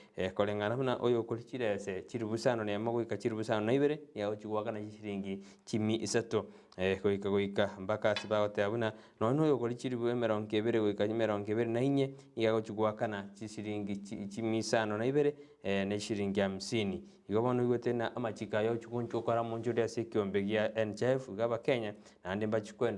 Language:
Gusii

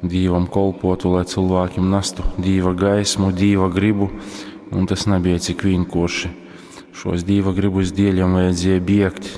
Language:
Latgalian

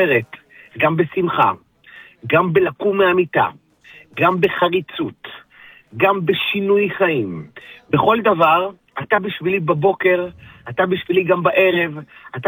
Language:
Hebrew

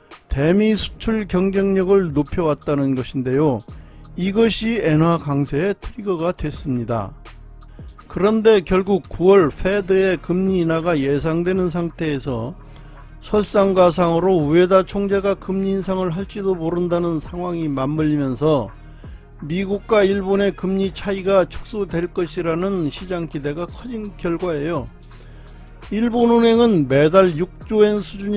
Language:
Korean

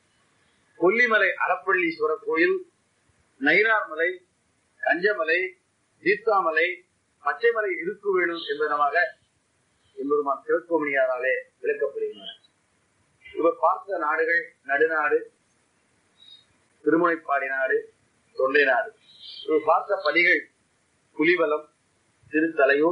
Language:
Tamil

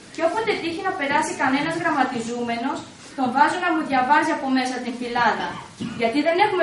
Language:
Greek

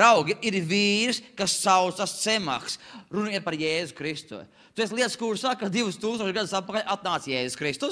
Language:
Latvian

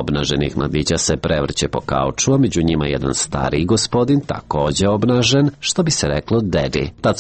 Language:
Serbian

